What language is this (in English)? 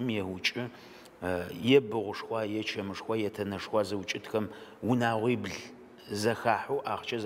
Adyghe